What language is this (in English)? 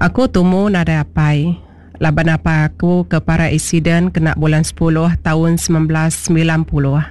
Iban